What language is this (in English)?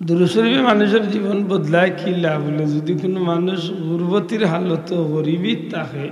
Sylheti